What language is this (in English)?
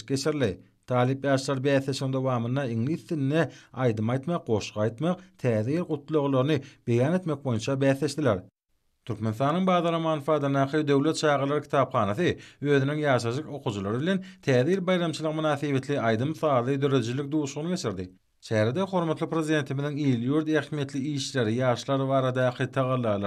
Turkmen